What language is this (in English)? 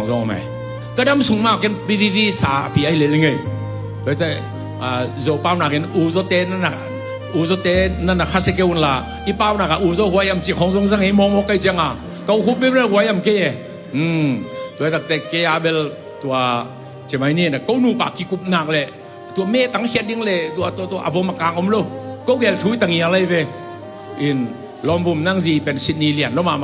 Tedim Chin